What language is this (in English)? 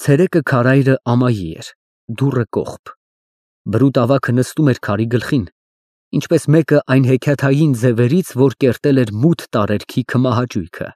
Armenian